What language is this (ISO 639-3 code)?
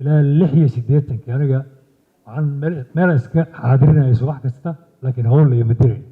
som